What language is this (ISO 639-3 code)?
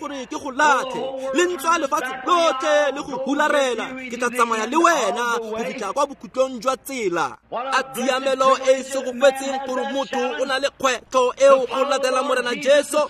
tsn